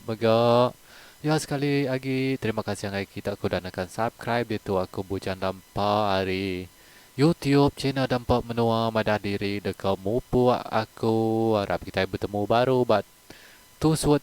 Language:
Iban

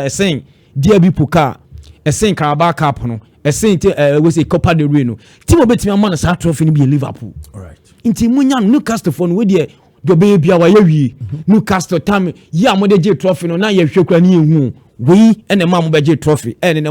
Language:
Akan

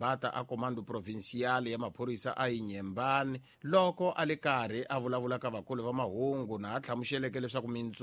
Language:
Tsonga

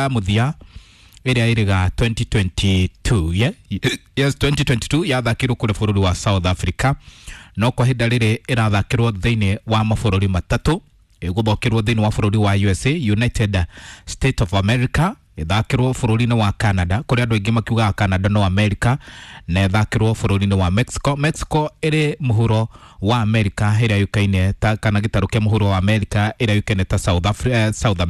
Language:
Kikuyu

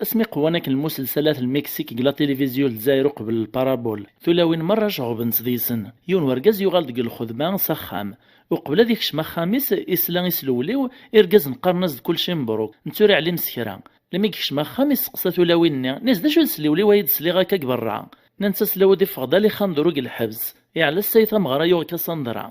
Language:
Kabyle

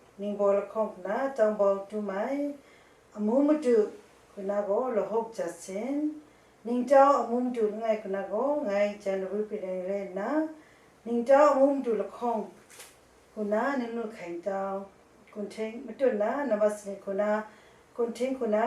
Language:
Kachin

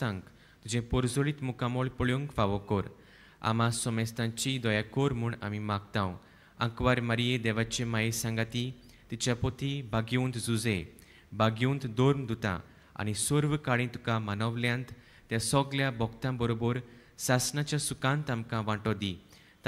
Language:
Konkani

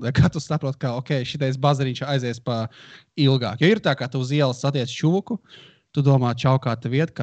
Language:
Latvian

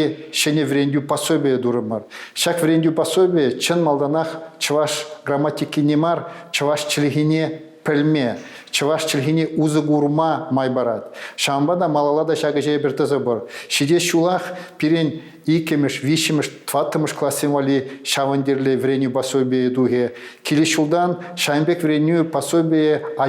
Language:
Chuvash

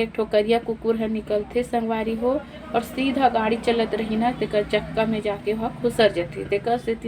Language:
Chhattisgarhi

